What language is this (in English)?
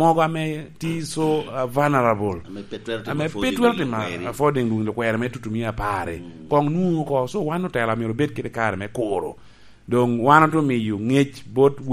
Lango (Uganda)